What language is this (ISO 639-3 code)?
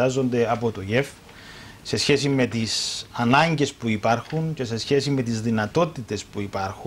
ell